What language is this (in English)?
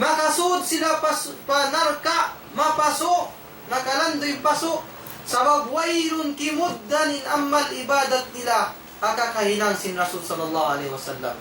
Tausug